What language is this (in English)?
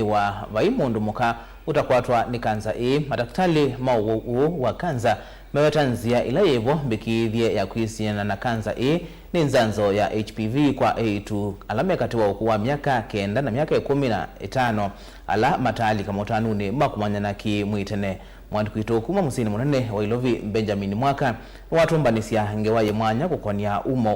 Kamba